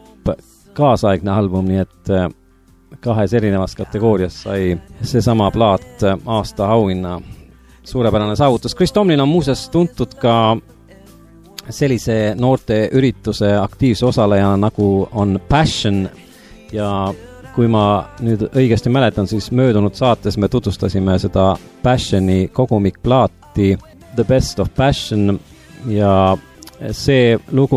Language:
Estonian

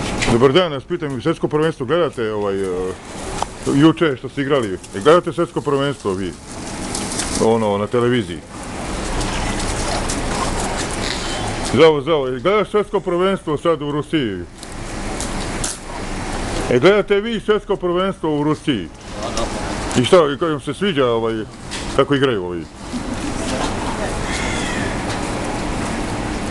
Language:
Serbian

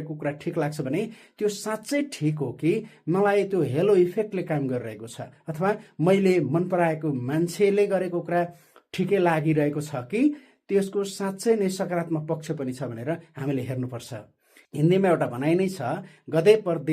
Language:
Nepali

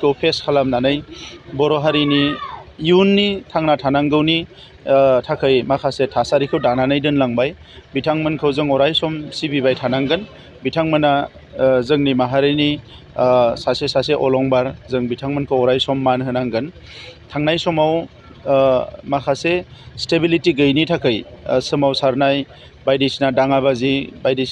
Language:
Bodo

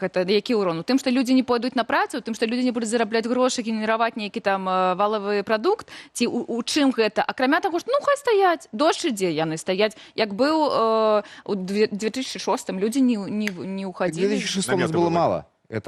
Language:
Belarusian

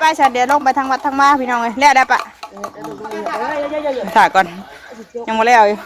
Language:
Northeastern Thai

